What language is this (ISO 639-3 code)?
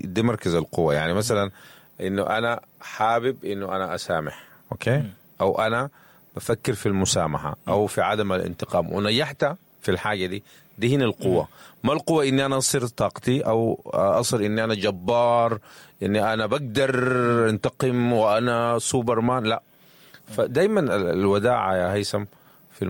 apd